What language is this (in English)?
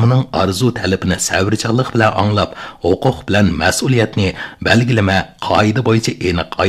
Uyghur